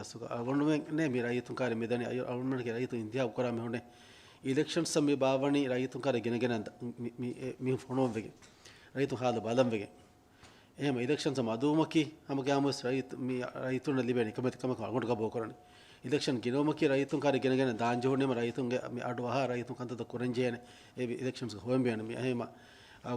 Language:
Divehi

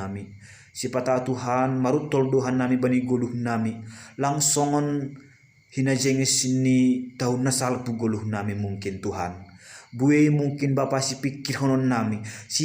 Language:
Batak Simalungun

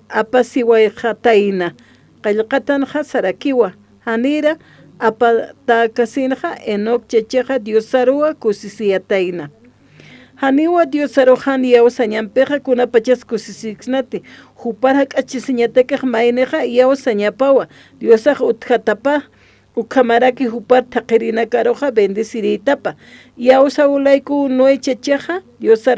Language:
Aymara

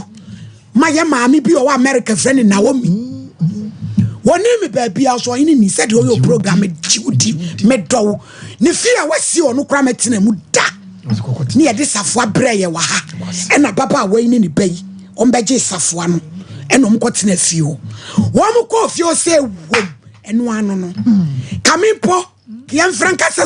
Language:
Akan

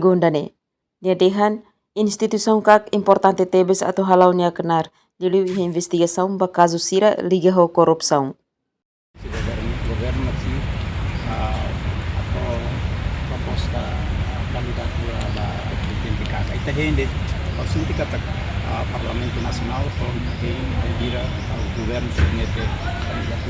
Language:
Tetum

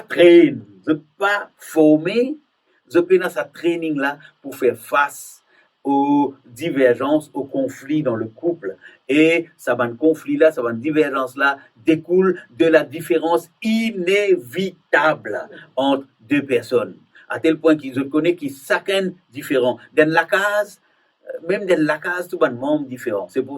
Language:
Morisyen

